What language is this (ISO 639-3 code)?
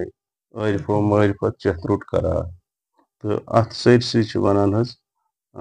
kas